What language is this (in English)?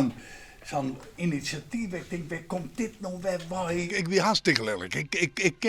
Western Frisian